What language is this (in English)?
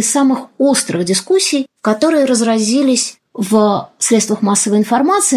Russian